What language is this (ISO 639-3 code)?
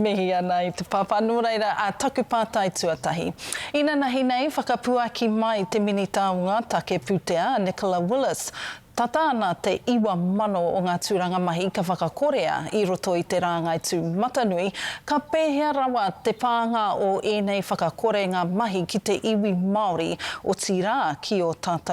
mri